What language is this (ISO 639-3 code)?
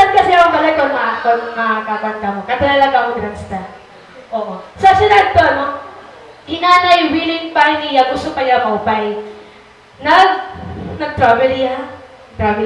war